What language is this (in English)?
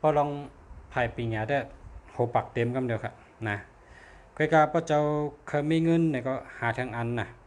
Shan